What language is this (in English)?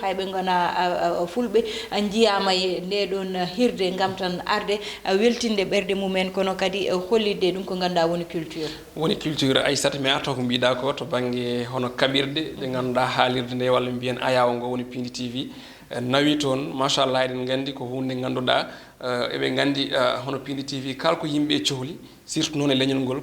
Fula